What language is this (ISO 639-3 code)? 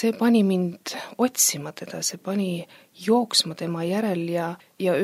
est